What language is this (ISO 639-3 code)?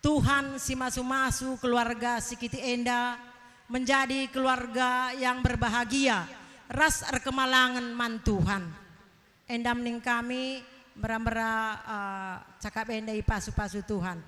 btx